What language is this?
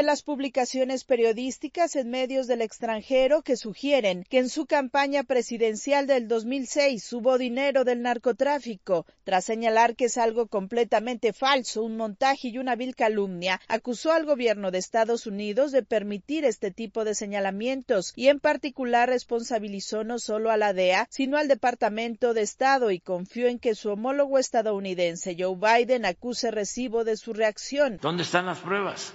Spanish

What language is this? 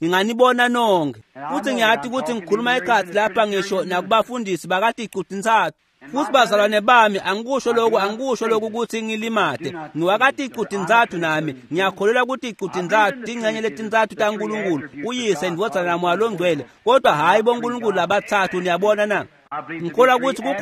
Swati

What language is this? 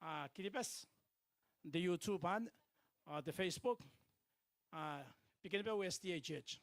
Gilbertese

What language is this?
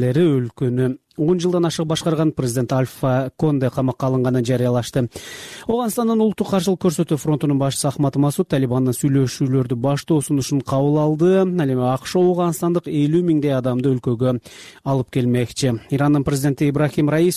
Kyrgyz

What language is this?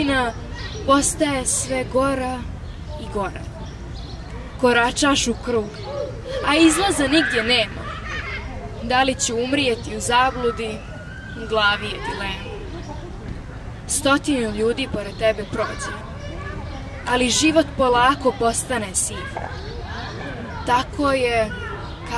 Serbian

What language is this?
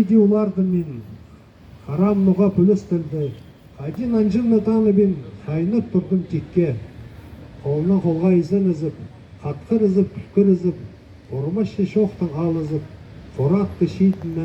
Khakas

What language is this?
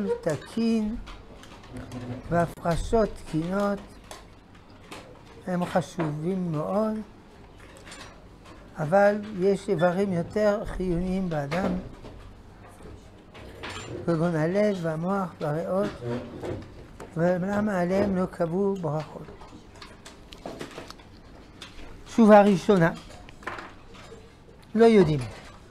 Hebrew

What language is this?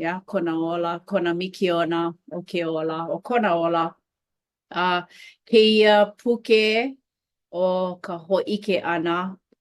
Hawaiian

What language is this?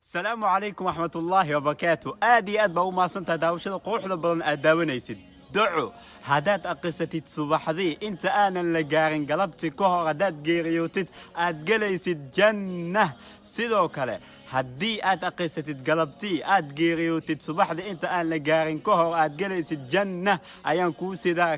Somali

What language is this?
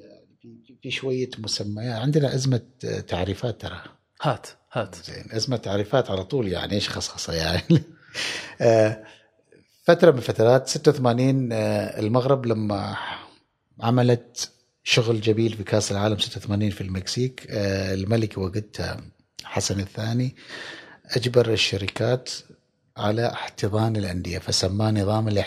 Gulf Arabic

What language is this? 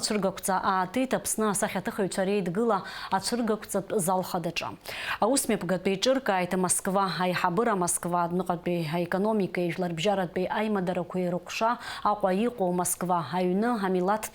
Abkhazian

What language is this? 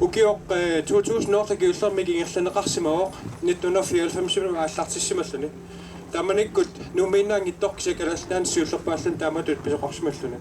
Kalaallisut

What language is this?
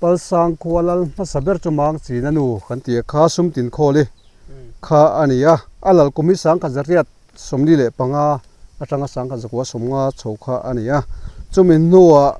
Mizo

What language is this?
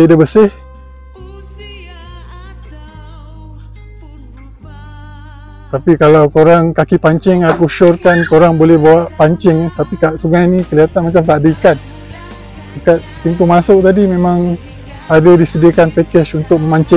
Malay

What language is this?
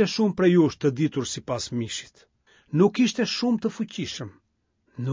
Albanian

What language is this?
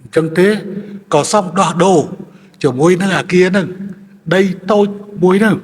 Khmer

